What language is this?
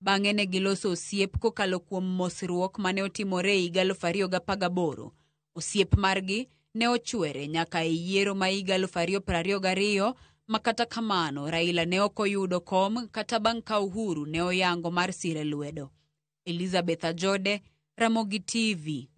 Luo (Kenya and Tanzania)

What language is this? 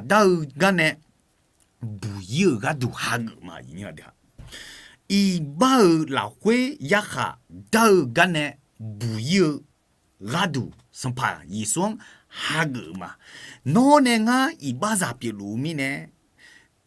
Akha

